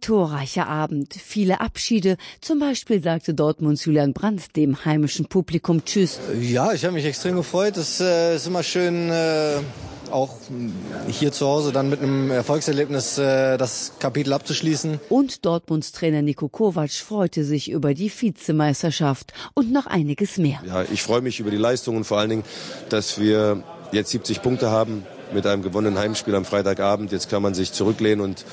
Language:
German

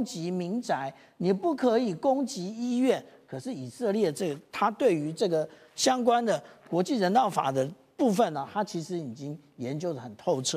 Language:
Chinese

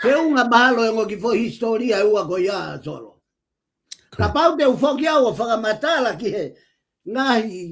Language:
Tongan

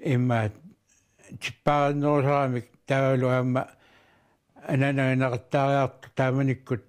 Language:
Kalaallisut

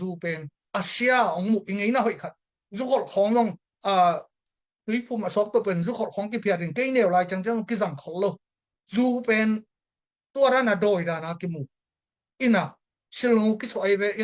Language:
Tedim Chin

